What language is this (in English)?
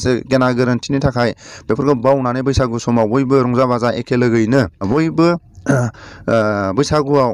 Bodo